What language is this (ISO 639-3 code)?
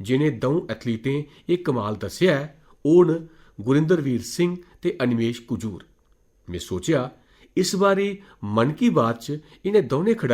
doi